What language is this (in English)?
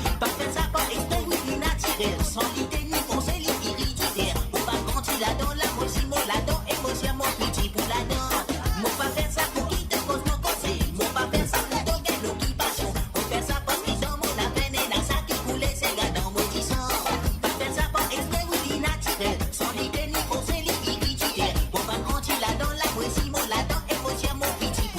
Morisyen